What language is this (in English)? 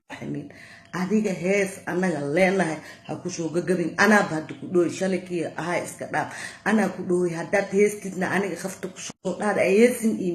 Somali